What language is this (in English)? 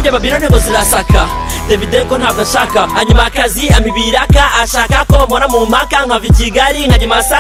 Kinyarwanda